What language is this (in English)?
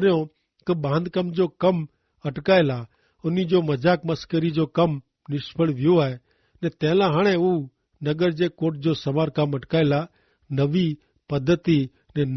Kachhi